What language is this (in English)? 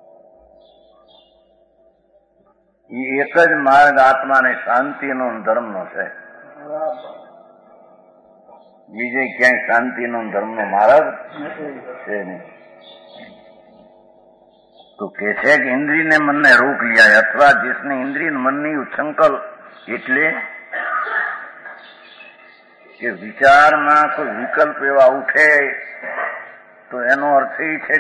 Gujarati